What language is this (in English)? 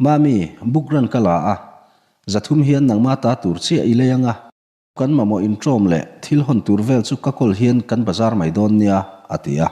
Mizo